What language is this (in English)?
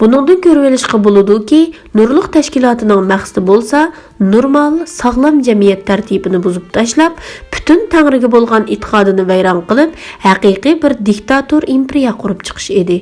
Uyghur